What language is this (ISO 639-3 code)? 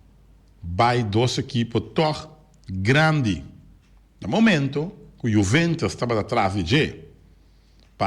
pap